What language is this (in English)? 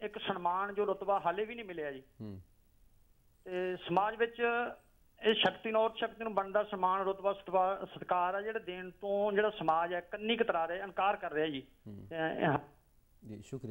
Punjabi